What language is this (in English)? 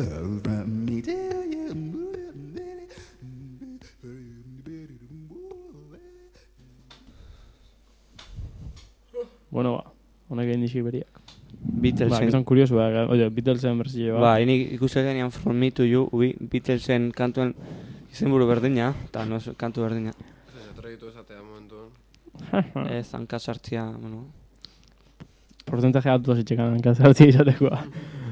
Basque